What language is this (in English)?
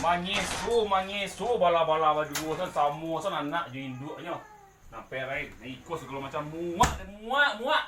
Minangkabau